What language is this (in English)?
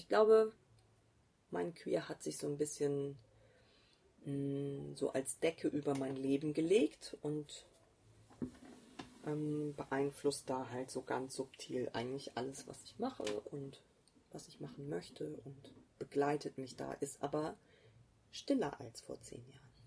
German